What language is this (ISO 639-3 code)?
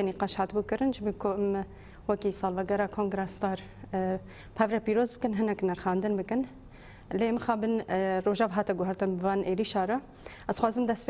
kur